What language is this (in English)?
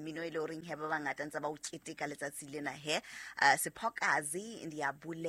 Southern Sotho